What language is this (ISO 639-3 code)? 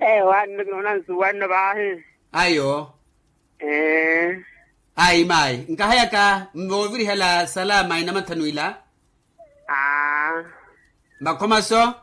vmw